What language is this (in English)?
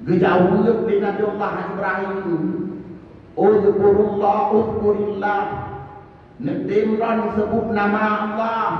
Achinese